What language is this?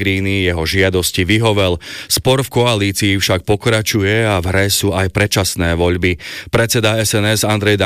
Slovak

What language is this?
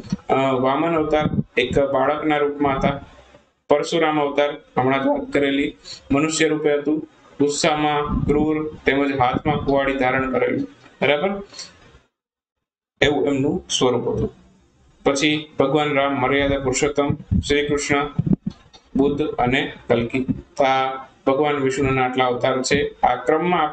Gujarati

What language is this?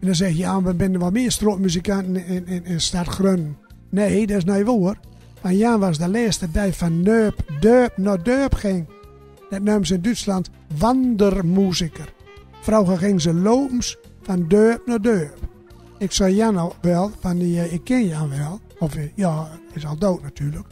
Gronings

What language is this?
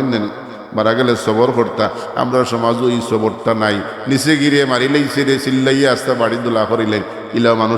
Sylheti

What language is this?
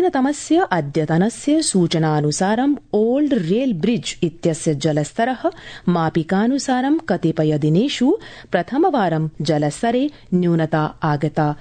Sanskrit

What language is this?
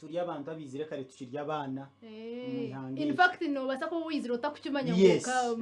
Nyankole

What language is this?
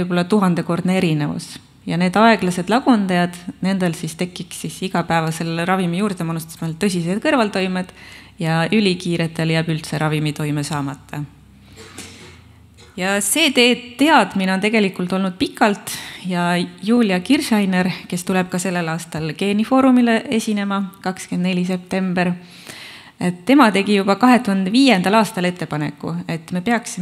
Estonian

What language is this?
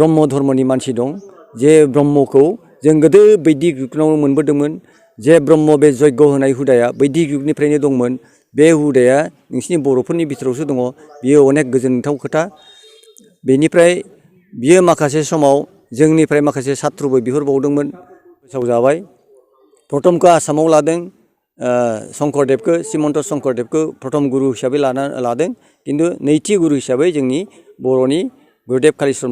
Bodo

